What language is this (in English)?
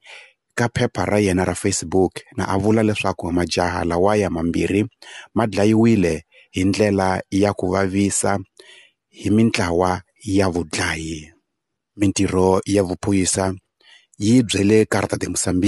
Tsonga